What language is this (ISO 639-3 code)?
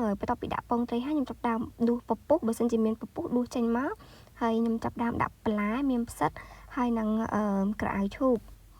khm